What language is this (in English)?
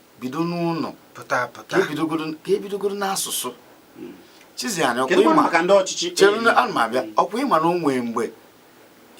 Igbo